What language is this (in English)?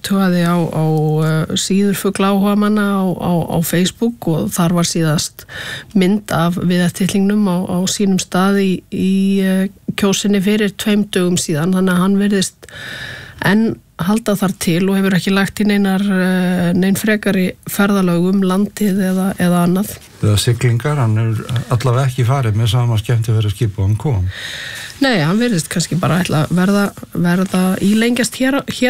Icelandic